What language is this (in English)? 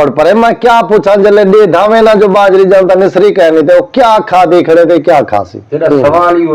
Saraiki